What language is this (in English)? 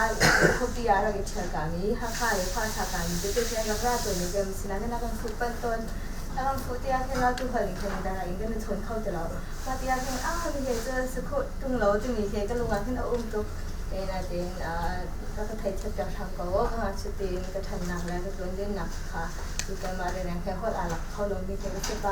Hakha Chin